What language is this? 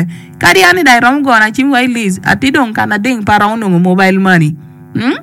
Acoli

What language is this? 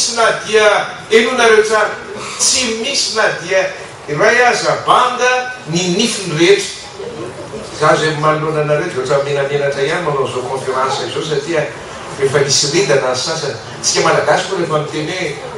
Malagasy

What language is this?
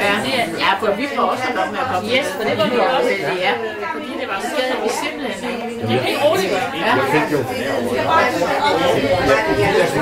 Danish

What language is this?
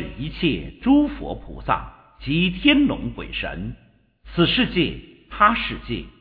Chinese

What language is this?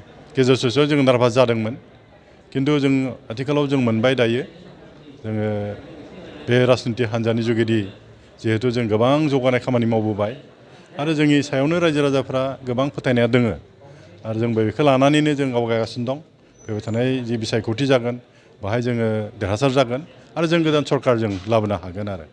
Bodo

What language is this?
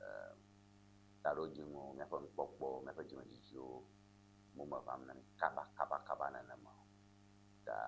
Ewe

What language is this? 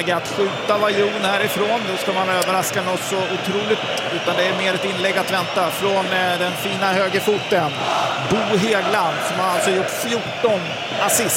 Swedish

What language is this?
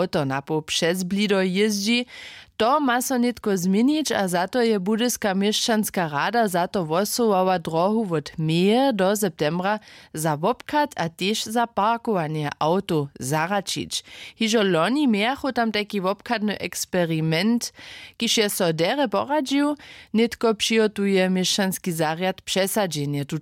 Upper Sorbian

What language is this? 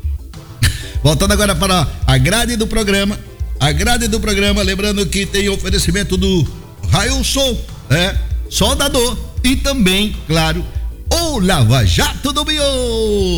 Portuguese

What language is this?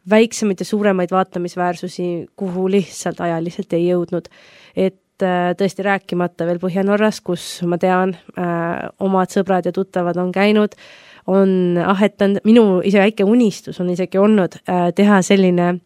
Estonian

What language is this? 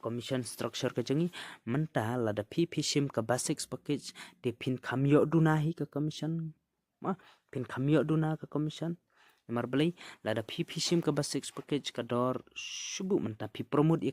Khasi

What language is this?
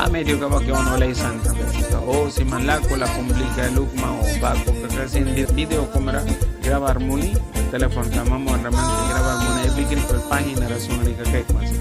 Mískito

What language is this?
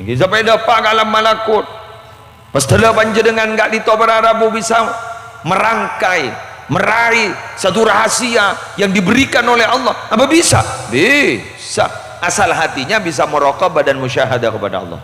Madurese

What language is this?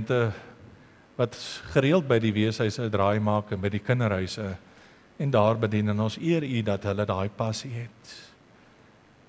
Afrikaans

